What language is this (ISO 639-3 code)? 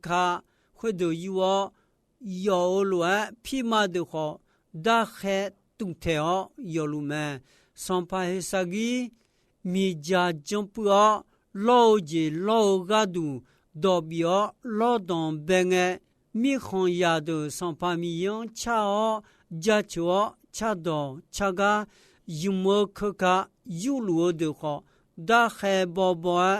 ahk